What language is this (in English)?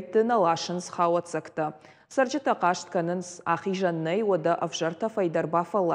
Ossetic